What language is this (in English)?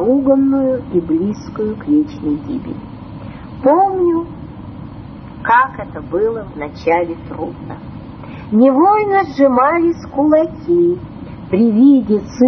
Russian